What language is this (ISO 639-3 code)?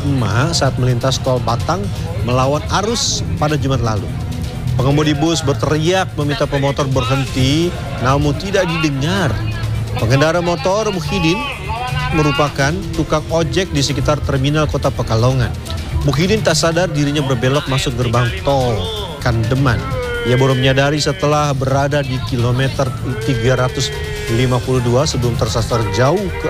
ind